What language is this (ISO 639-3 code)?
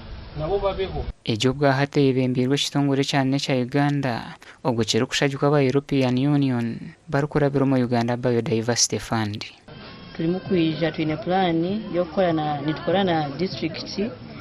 nyn